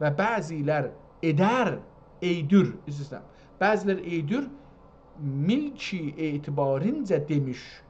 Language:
South Azerbaijani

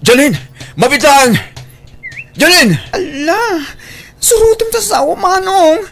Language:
Iloko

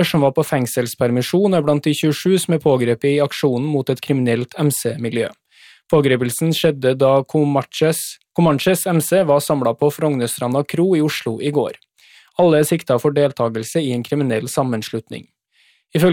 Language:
Norwegian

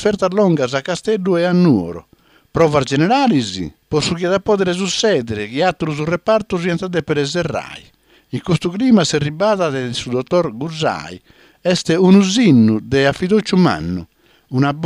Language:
Sardinian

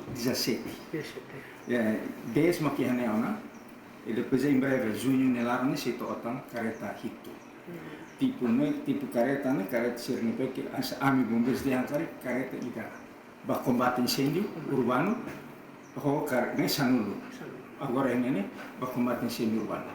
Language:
Tetum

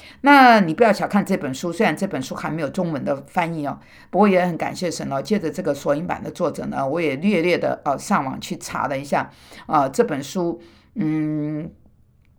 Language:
Chinese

